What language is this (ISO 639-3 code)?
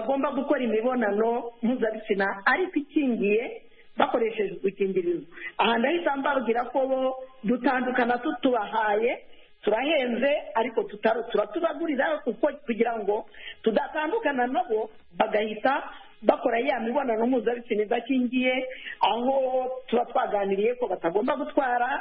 kin